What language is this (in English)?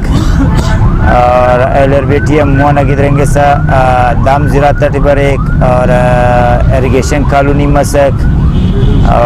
Brahui